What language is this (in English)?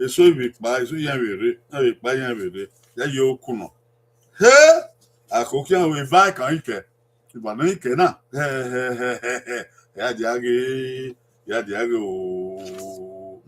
Bini